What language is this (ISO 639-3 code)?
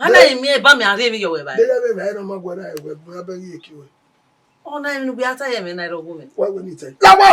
bin